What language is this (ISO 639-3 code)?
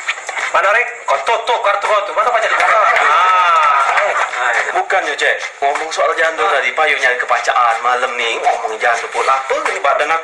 mui